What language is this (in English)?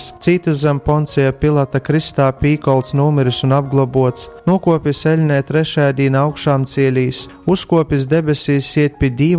Latgalian